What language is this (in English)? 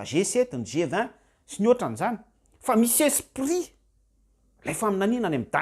Malagasy